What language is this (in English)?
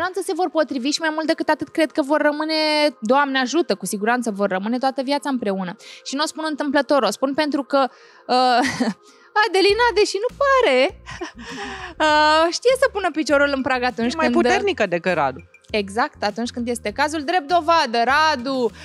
Romanian